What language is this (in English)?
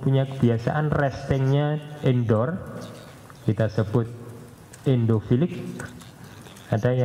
Indonesian